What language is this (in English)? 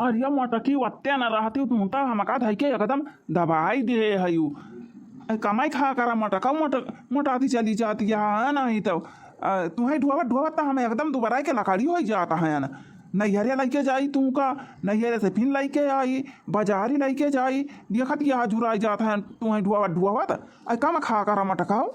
Awadhi